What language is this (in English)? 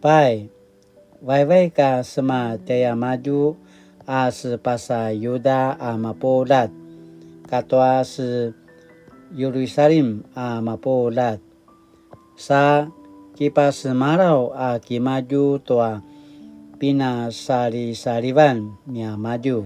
Paiwan